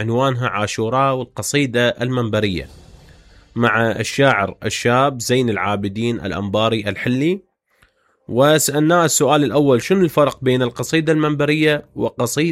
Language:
Mesopotamian Arabic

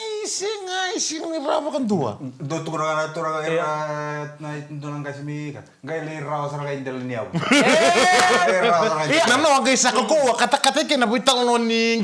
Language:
Fijian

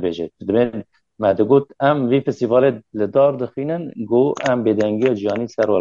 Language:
Kurdish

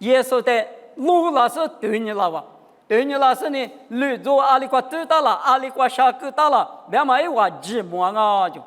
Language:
Lisu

